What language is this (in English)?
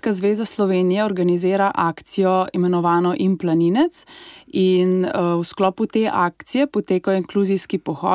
Slovenian